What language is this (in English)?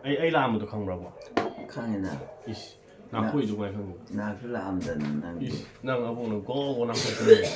Manipuri